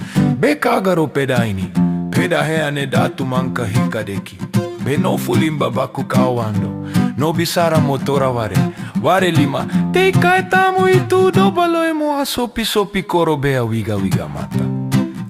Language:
Muna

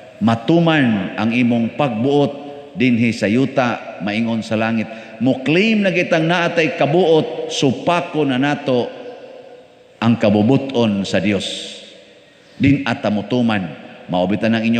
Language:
Cebuano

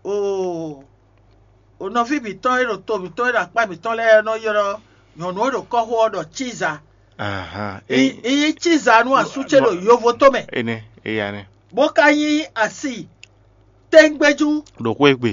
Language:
Fon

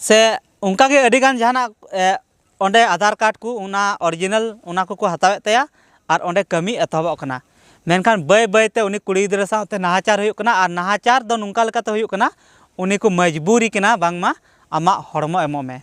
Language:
Santali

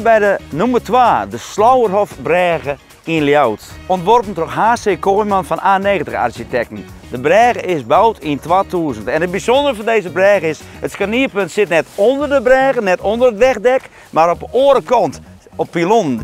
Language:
Western Frisian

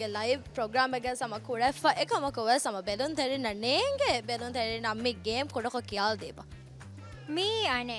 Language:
Divehi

